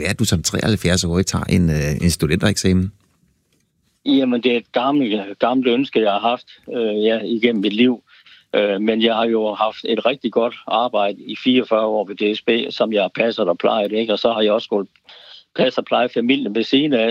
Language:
Danish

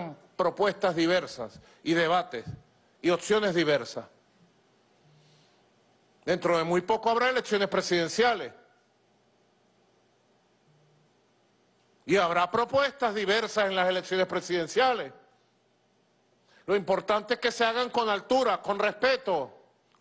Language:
Spanish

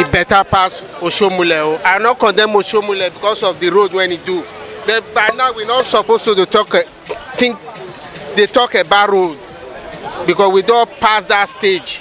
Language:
Nigerian Pidgin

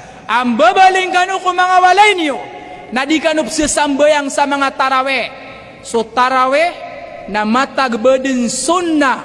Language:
Maranao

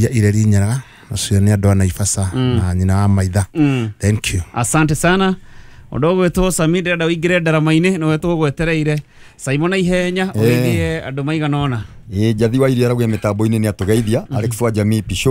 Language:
Kikuyu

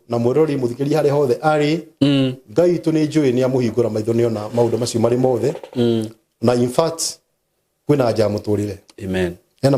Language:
Kikuyu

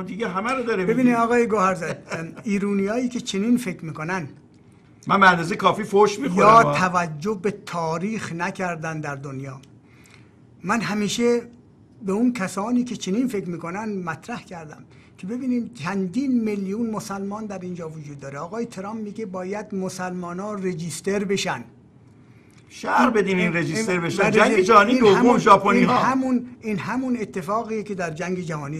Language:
Persian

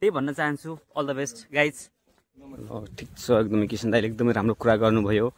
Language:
Nepali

